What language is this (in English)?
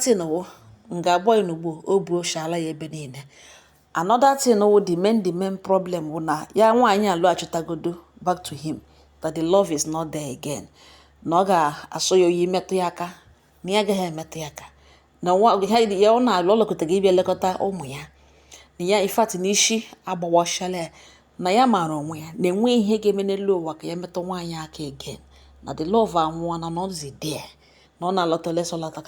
Igbo